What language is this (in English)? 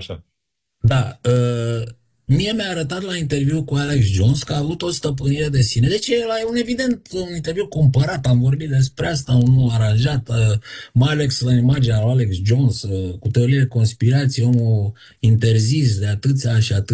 Romanian